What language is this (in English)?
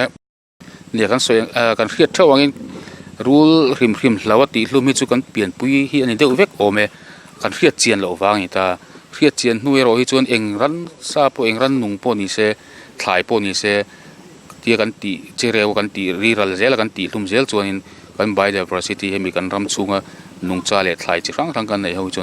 Mizo